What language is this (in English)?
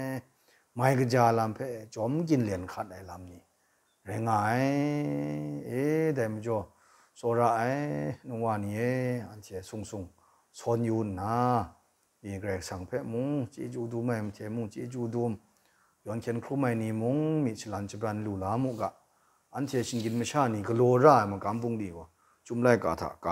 Kachin